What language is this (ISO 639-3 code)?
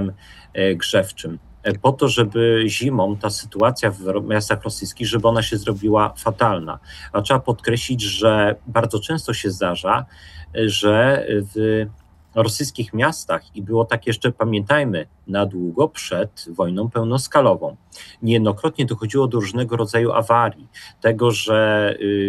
pol